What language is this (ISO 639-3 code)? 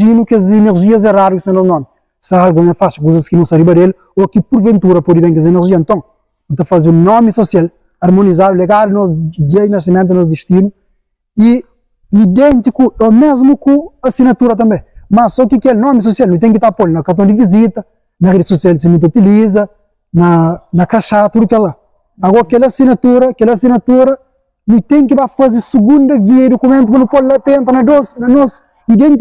kea